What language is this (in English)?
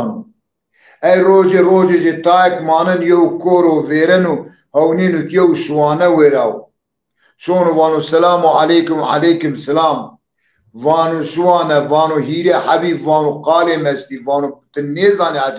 Zaza